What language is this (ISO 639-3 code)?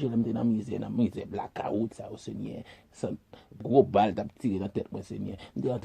hat